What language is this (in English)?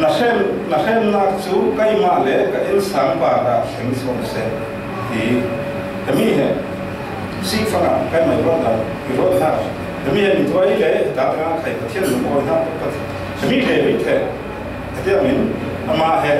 Falam Chin